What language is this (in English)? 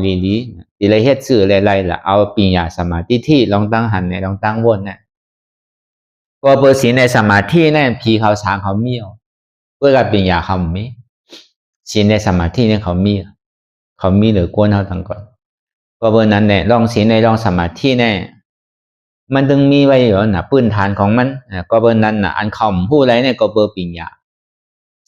Shan